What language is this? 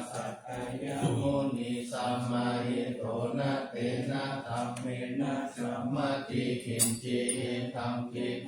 Pali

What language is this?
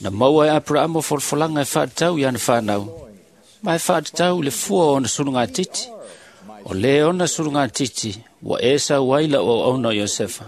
Samoan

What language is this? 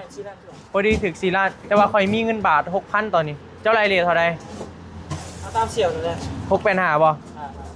Northeastern Thai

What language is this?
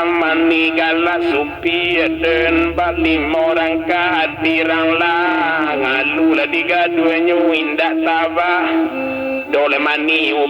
Minangkabau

